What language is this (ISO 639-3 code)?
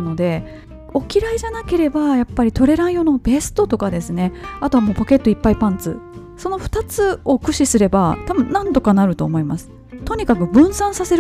jpn